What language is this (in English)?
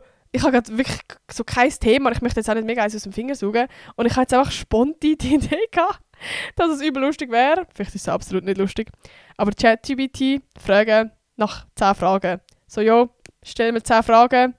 Swiss German